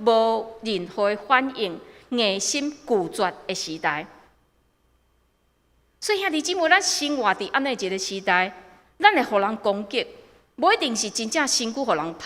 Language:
Min Nan Chinese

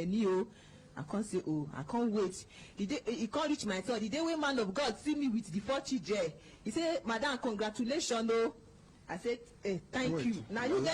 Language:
Nigerian Pidgin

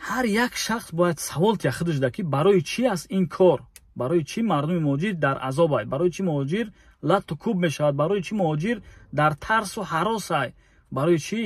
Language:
Tajik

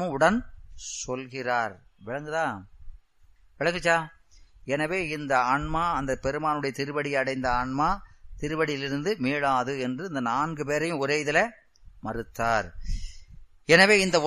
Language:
Tamil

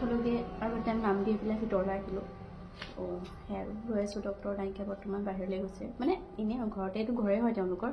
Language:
Assamese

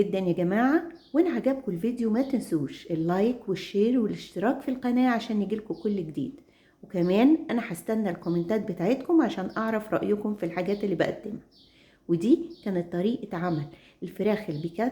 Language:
Egyptian Arabic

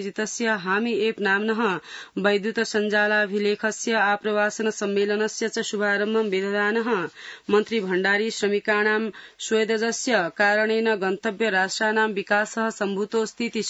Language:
Sanskrit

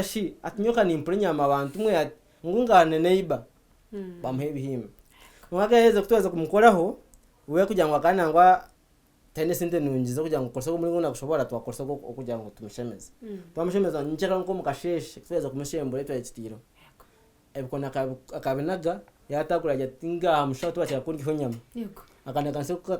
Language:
Nyankole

